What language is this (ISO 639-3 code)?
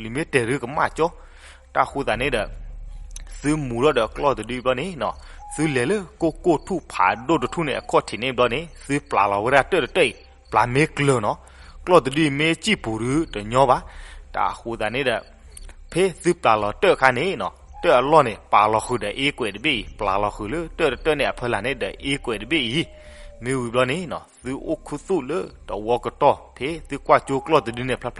ksw